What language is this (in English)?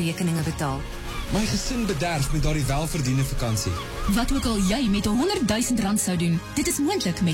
Afrikaans